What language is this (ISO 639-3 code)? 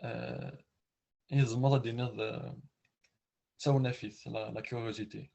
kab